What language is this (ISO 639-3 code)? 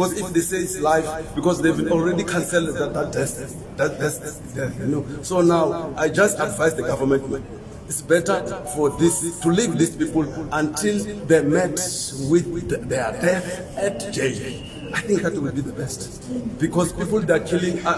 ven